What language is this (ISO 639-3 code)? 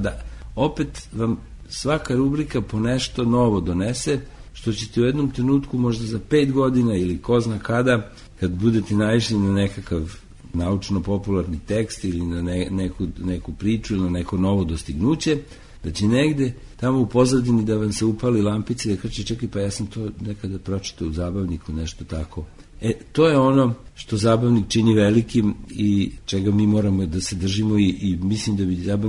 srp